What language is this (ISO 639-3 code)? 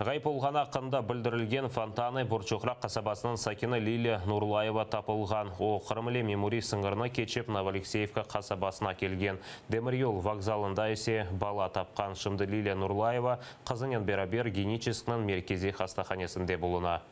crh